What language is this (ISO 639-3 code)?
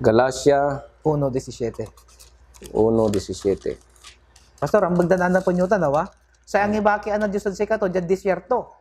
pag